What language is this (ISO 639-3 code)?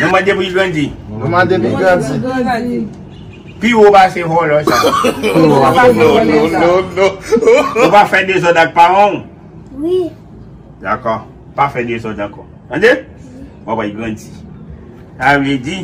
hat